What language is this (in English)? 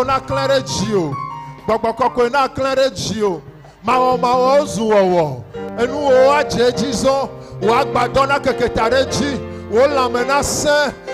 Ewe